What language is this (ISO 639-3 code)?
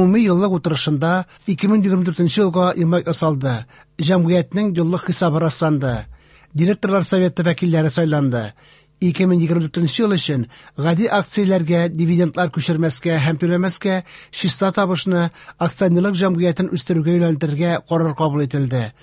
tat